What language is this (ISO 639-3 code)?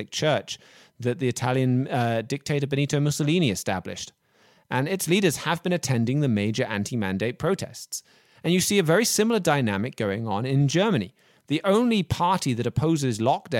eng